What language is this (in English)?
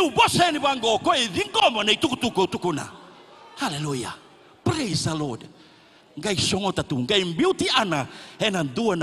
Fijian